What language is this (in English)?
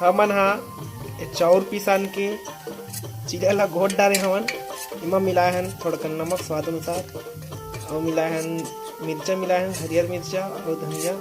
Chhattisgarhi